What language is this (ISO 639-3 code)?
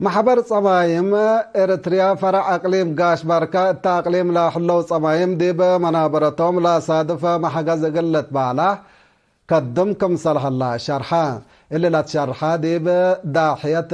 tig